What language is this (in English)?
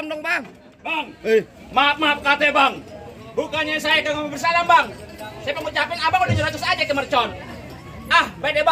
Betawi